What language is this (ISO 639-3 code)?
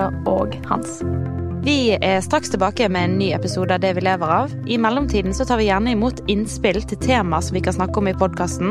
nor